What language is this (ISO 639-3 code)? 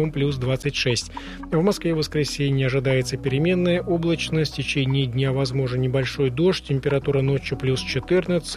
rus